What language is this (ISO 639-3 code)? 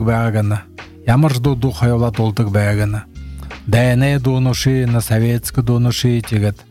bua